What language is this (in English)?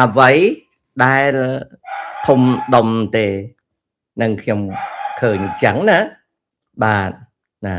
Khmer